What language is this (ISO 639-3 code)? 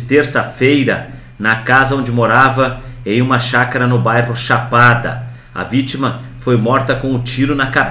por